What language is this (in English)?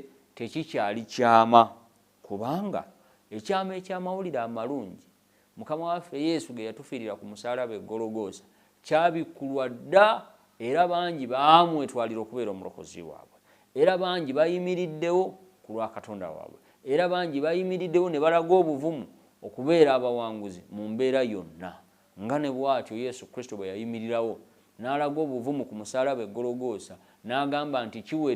Ganda